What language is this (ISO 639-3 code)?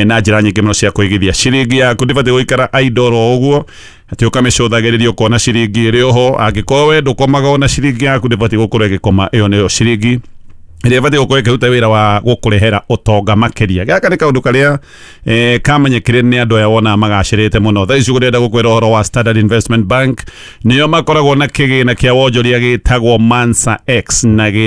kik